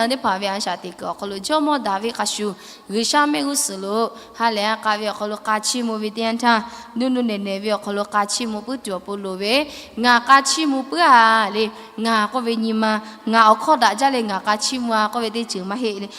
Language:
Lahu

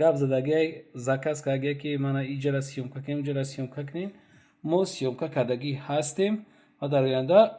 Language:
Tajik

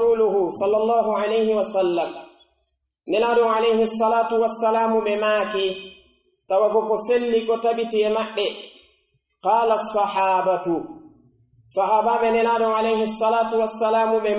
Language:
Pular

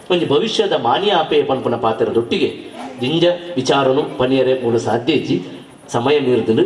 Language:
Tulu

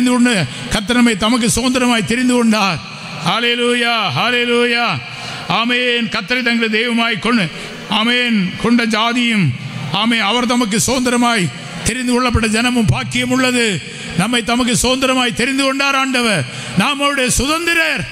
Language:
Tamil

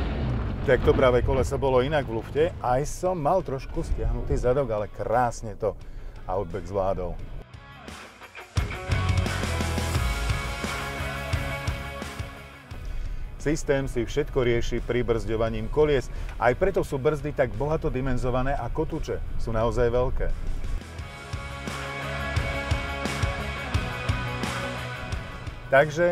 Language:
Slovak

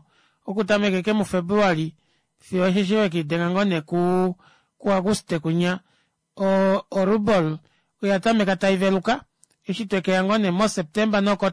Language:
Kuanyama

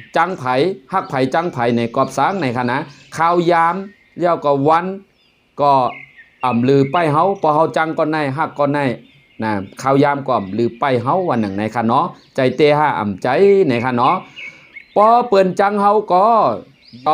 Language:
Shan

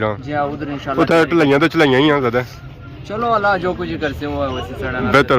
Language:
Pahari-Potwari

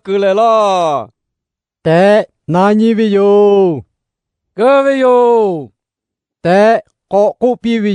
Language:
Lahu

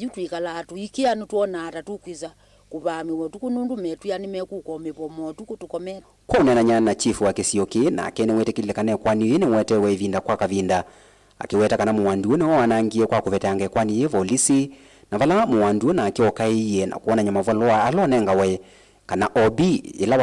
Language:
Kamba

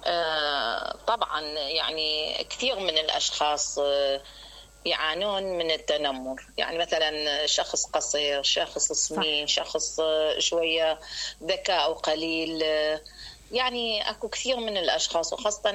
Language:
Mesopotamian Arabic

